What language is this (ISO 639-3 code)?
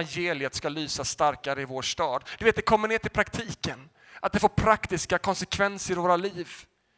swe